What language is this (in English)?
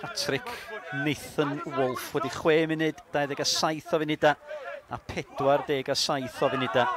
Welsh